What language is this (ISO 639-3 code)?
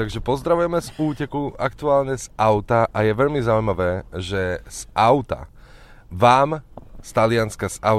slk